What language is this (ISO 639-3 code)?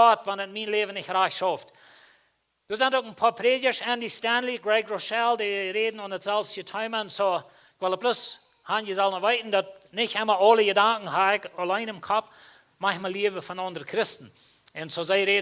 pdt